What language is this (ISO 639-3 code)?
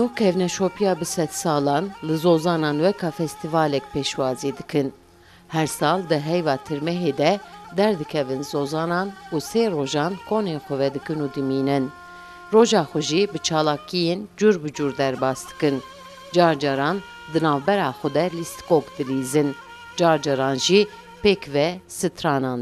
kur